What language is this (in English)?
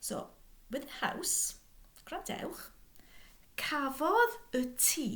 Welsh